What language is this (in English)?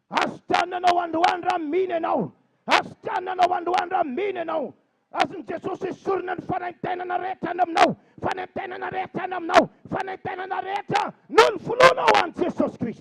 Malagasy